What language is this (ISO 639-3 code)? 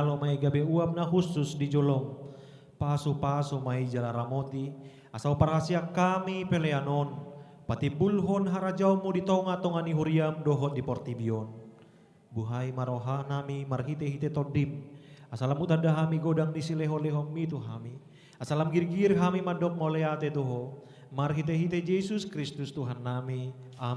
bbc